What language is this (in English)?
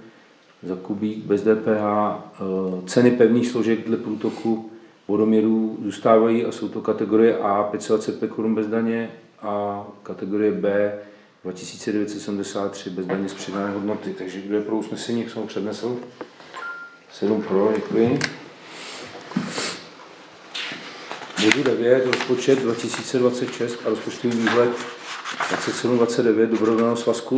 Czech